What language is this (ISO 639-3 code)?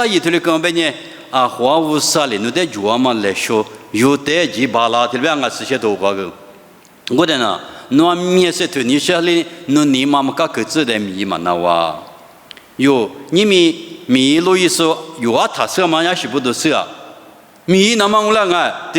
lis